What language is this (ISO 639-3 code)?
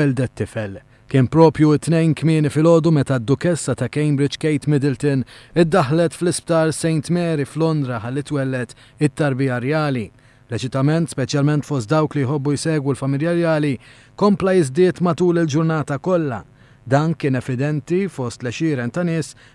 mlt